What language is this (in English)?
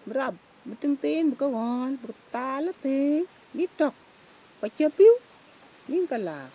Dinka